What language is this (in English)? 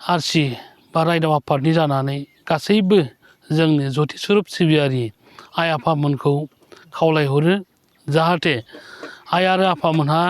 Bodo